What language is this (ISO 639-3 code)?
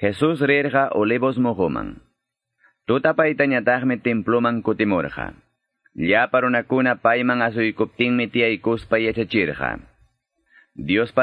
que